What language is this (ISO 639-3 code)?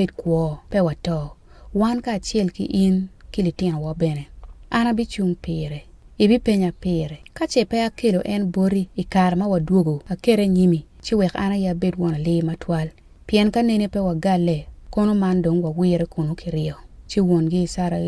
ach